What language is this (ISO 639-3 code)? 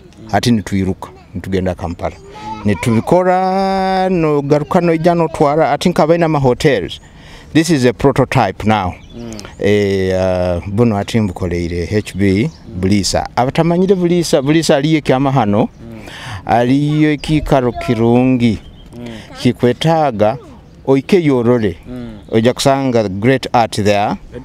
nyo